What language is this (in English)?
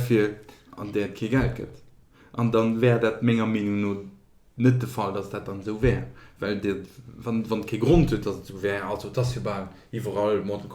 Luxembourgish